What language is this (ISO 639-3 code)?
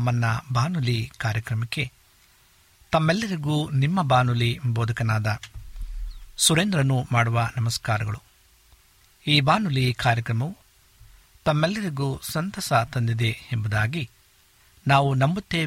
kan